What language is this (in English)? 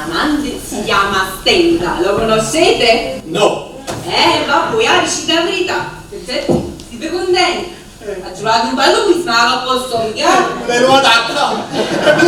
Neapolitan